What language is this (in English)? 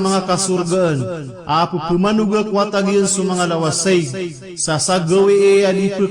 Maranao